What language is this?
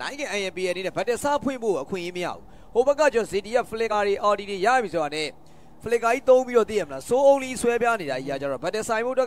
Burmese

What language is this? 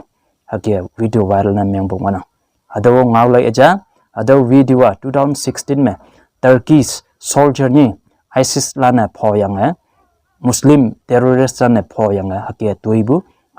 Konyak Naga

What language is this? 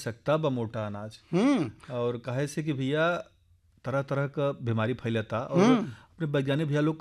Bhojpuri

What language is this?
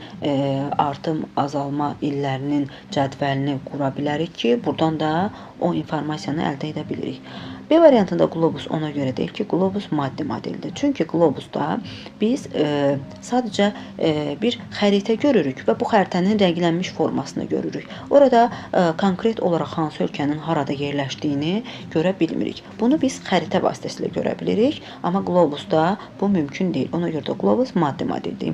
Azerbaijani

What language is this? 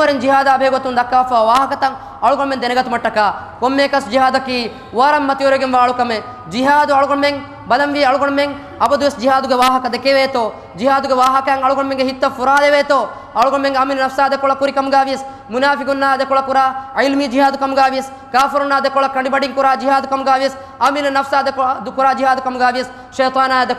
Divehi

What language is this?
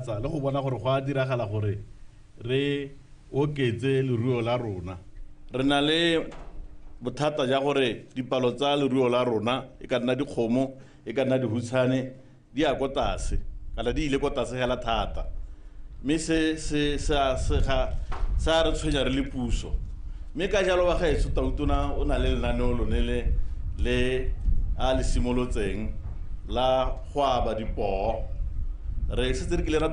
Tswana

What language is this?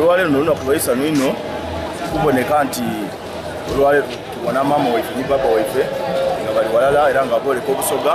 Soga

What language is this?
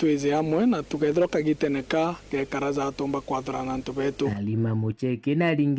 Meru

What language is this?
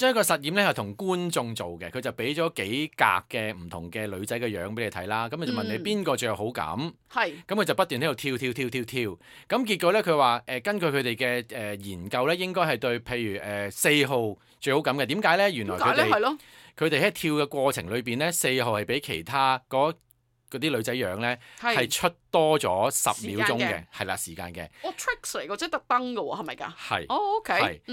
Cantonese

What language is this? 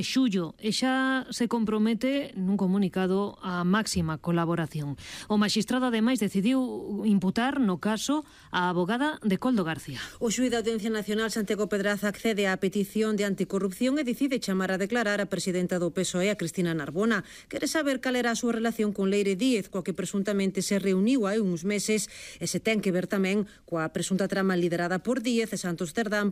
Galician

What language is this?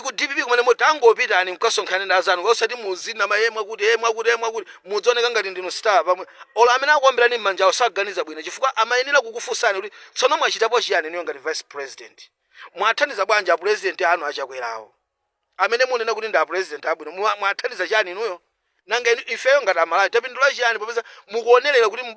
Nyanja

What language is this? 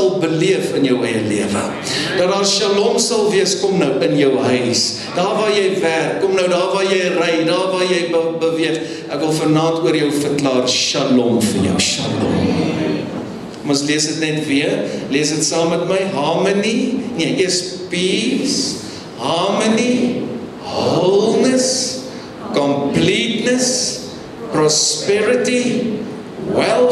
Afrikaans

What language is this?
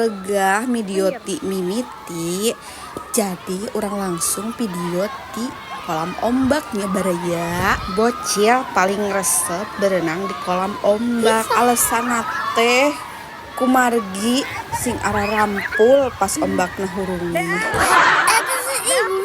Sundanese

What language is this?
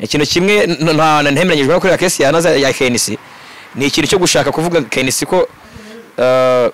Kinyarwanda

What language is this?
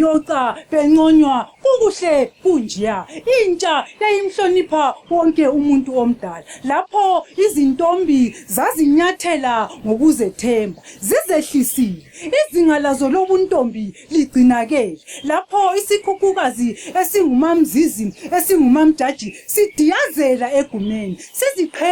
Zulu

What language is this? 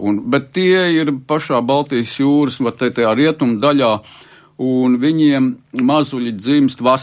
Latvian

